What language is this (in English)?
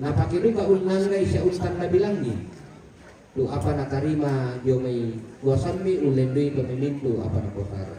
Toraja-Sa'dan